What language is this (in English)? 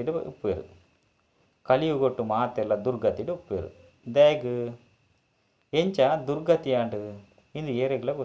Tulu